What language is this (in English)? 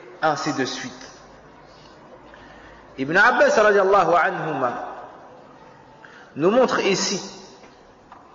French